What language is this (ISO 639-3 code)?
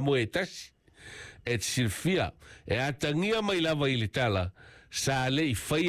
smo